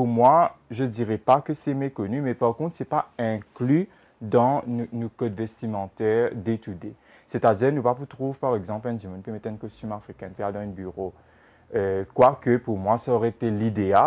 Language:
Morisyen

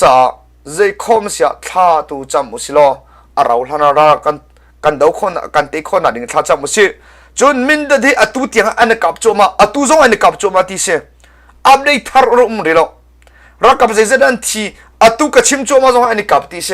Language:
Hakha Chin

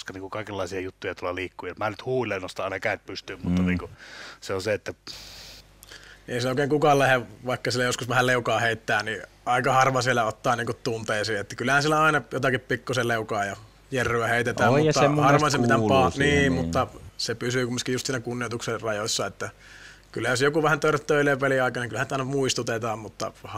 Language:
Finnish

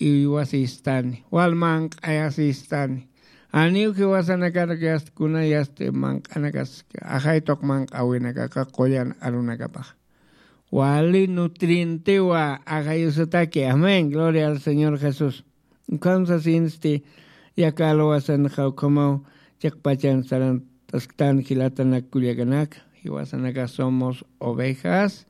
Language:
Aymara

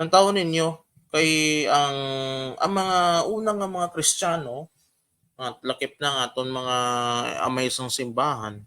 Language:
Hiligaynon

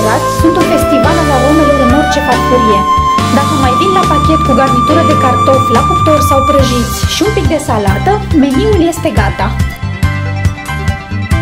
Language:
Romanian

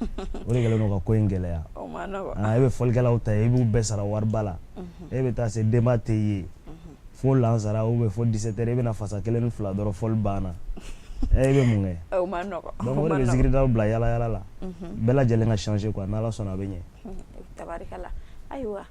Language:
Bambara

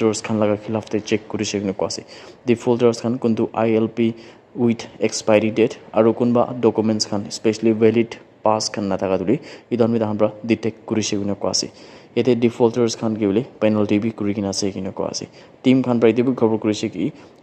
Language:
Naga Pidgin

